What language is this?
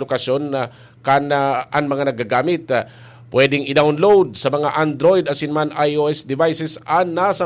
Bikol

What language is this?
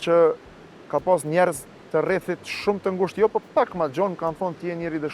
Albanian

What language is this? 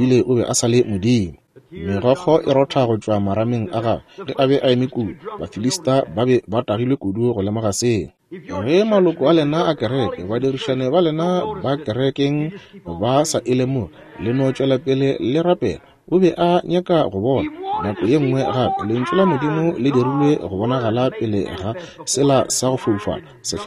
Northern Sotho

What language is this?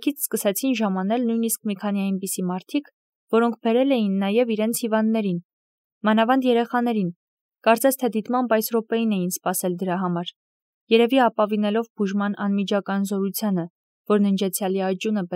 Armenian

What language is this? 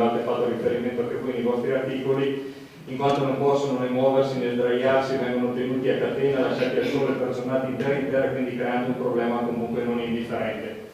Italian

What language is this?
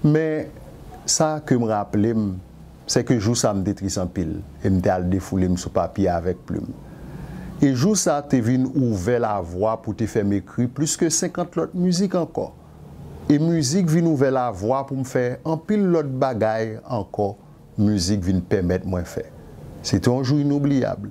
Haitian Creole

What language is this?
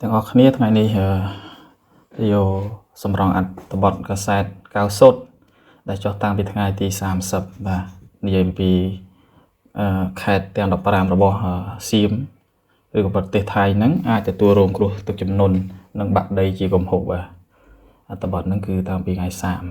Khmer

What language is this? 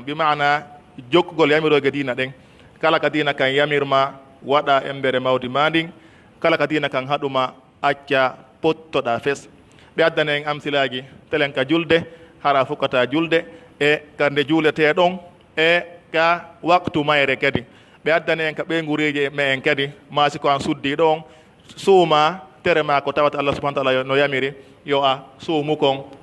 Pular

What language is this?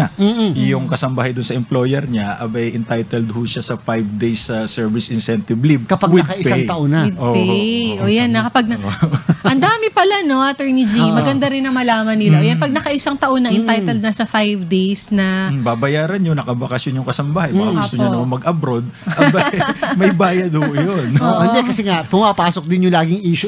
Filipino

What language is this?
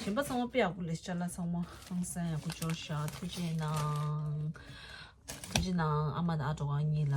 Tibetan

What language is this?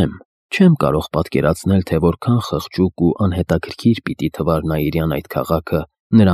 Armenian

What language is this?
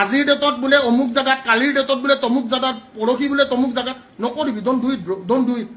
Assamese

